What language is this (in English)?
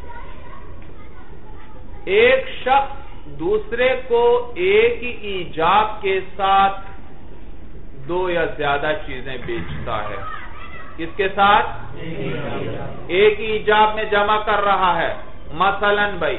Urdu